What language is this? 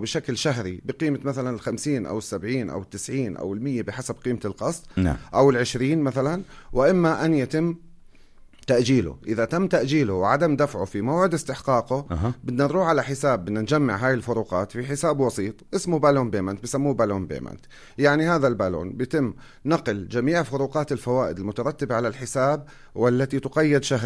North Levantine Arabic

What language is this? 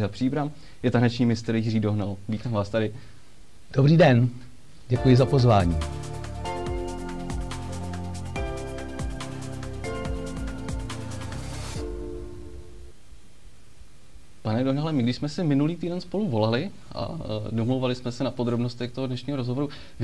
Czech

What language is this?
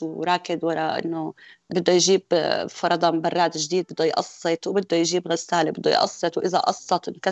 North Levantine Arabic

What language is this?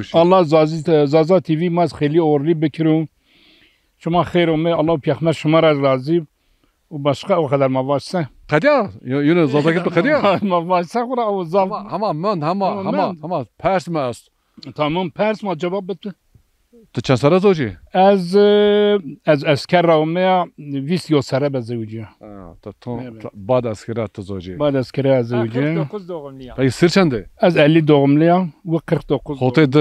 Zaza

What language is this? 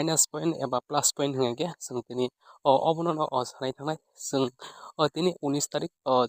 Kok Borok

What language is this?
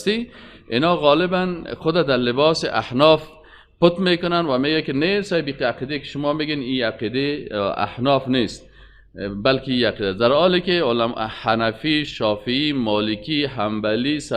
Persian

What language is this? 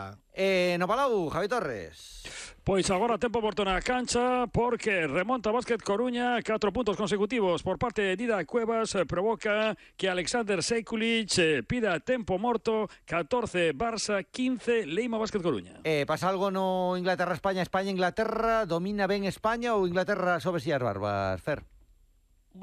Galician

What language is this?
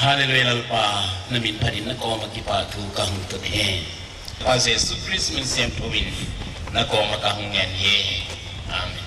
Tedim Chin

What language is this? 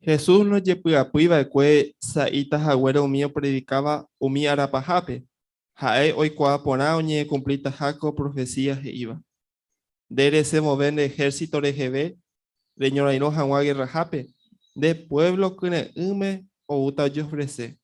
Guarani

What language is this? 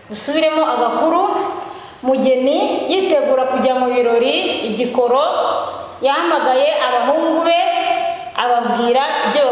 Kinyarwanda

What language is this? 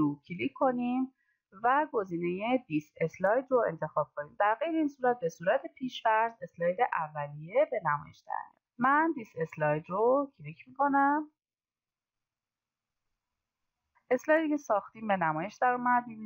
Persian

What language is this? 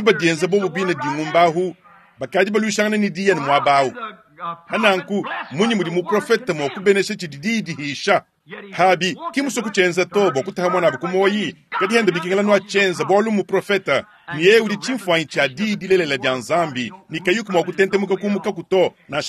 Luba-Lulua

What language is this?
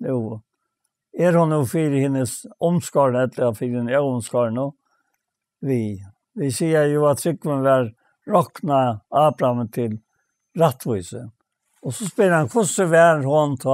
Faroese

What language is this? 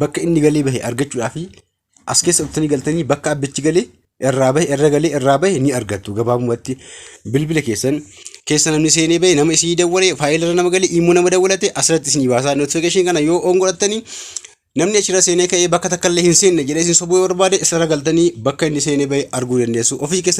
Oromo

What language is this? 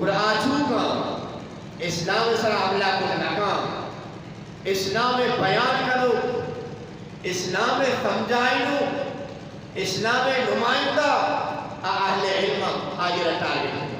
Eastern Balochi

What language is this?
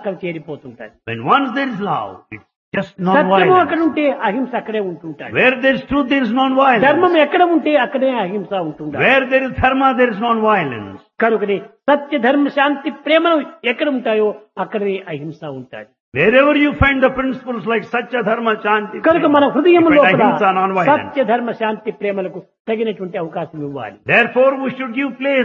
Telugu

